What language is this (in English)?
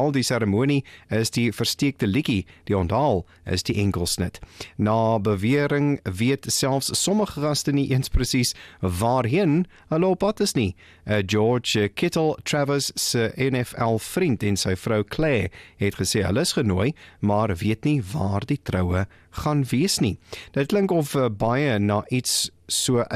Afrikaans